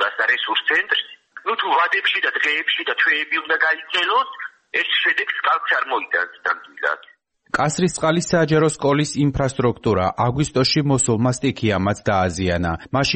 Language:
Georgian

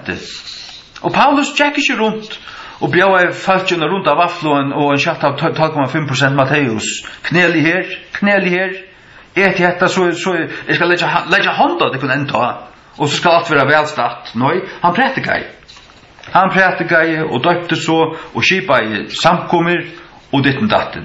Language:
Faroese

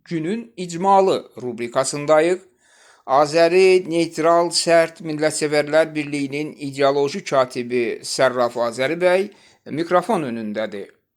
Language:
Azerbaijani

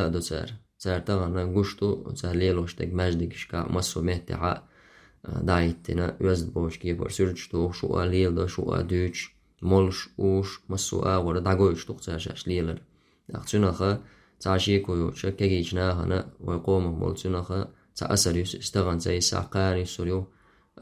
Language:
Chechen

